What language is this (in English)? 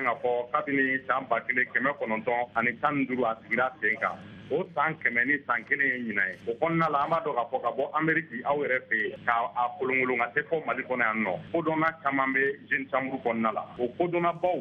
Bambara